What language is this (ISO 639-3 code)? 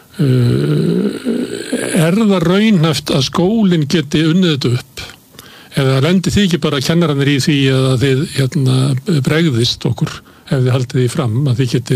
isl